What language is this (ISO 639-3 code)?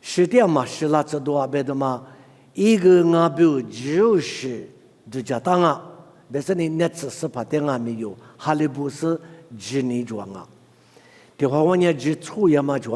lis